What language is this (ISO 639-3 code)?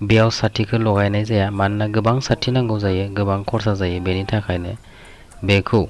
brx